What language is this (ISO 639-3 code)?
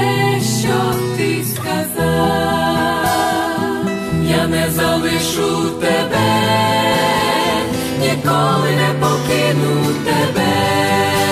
ukr